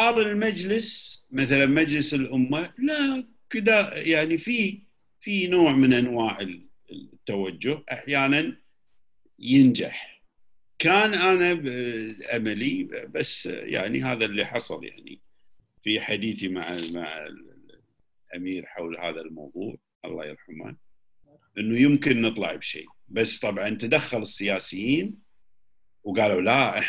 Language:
Gulf Arabic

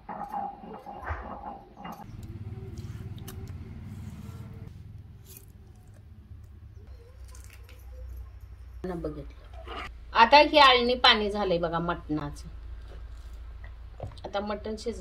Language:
Marathi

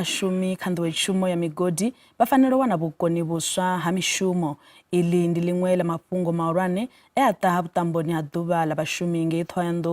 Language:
Venda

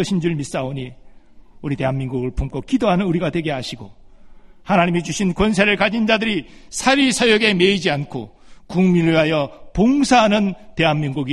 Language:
Korean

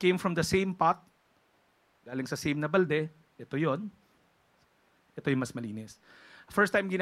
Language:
Filipino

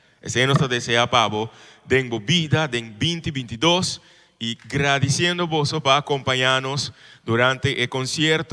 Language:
Papiamento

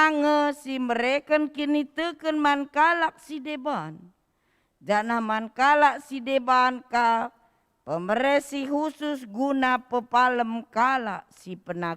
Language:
Batak Karo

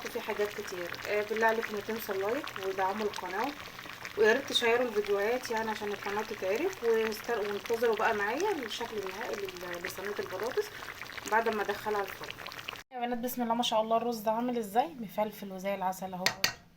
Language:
Egyptian Arabic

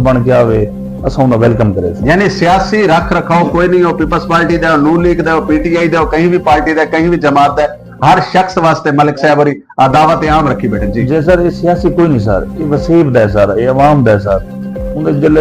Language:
Saraiki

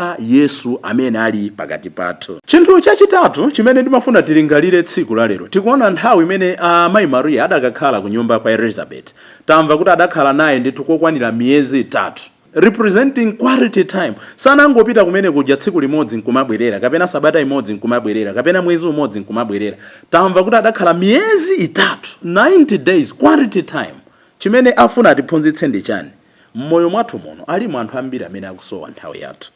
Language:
Nyanja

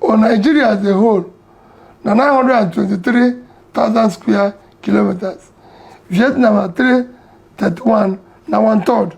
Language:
Nigerian Pidgin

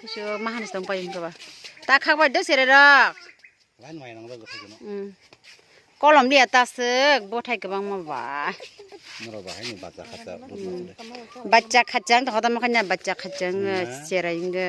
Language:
Kok Borok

